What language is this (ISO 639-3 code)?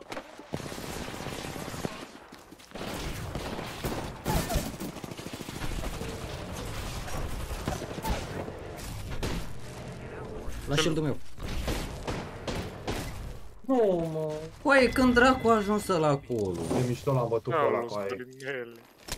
ron